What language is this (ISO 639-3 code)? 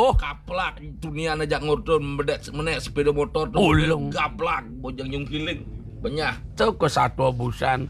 ban